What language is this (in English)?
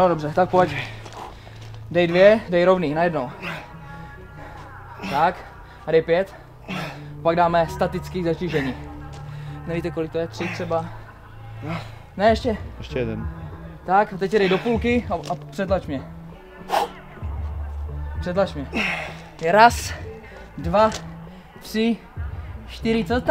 Czech